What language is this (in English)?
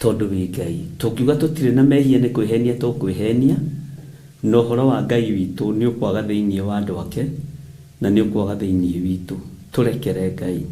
Kikuyu